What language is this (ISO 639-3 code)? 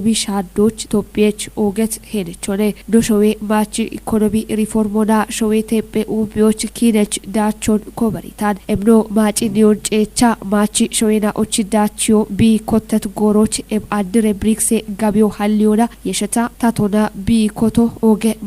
kbr